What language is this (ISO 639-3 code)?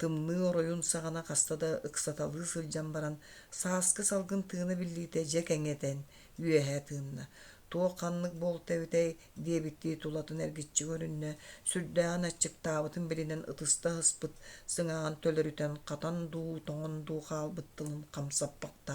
sah